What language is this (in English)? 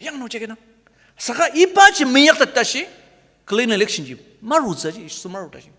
Ao Naga